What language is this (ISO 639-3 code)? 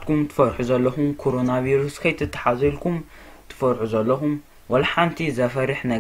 tir